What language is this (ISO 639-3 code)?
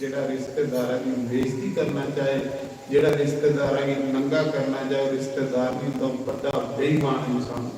doi